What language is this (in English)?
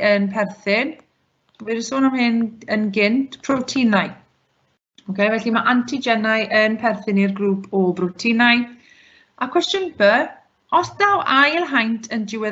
Welsh